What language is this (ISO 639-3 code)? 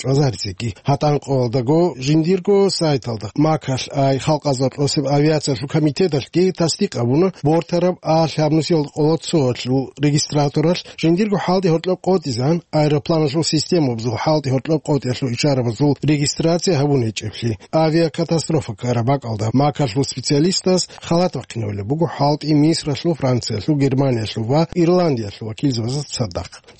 ava